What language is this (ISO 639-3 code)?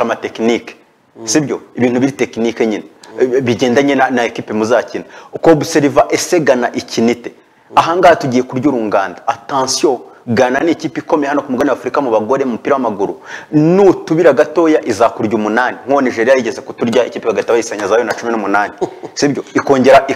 kin